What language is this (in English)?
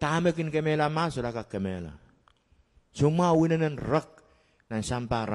Pohnpeian